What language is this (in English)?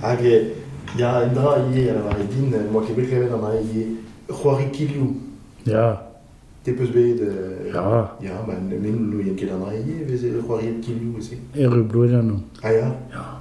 Breton